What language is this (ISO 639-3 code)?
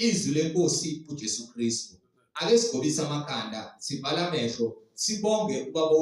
zul